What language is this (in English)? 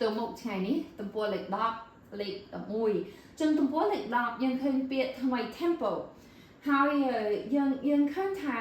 Khmer